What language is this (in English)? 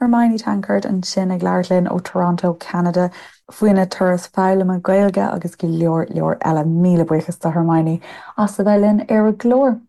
Irish